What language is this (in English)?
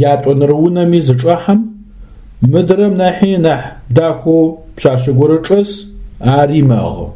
Adyghe